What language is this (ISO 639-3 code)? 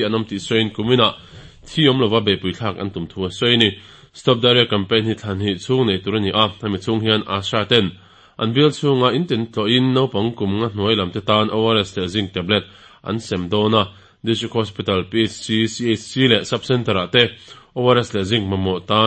lus